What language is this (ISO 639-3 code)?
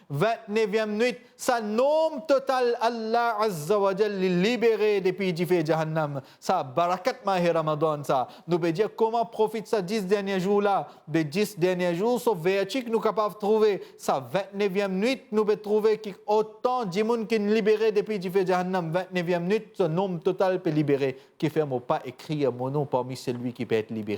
mfe